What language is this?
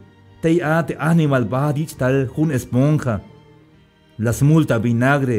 Tzeltal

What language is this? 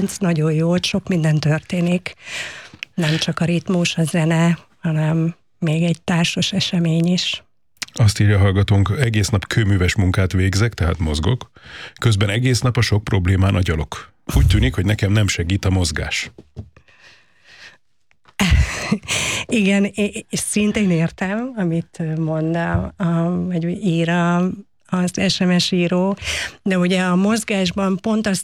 Hungarian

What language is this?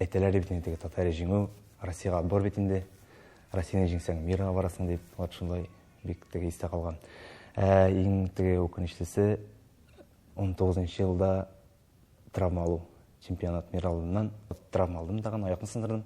Tatar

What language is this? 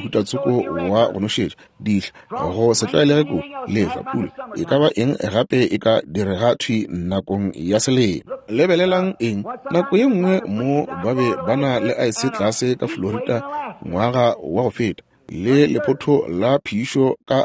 Northern Sotho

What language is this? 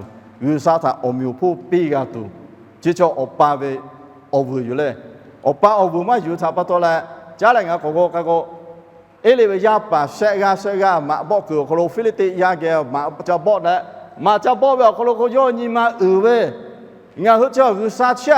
Lahu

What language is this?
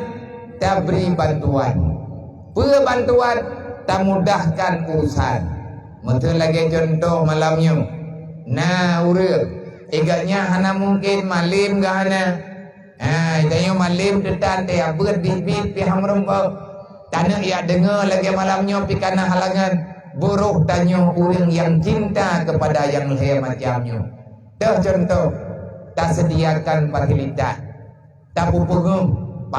Achinese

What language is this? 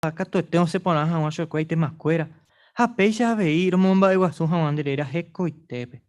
Guarani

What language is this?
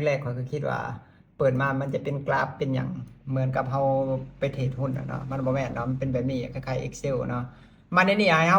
Lao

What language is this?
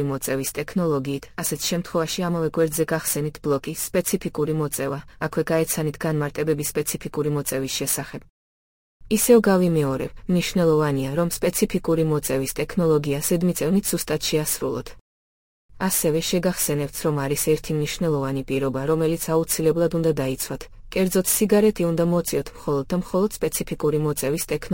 Georgian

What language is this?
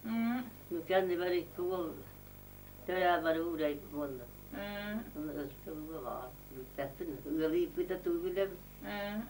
Yakut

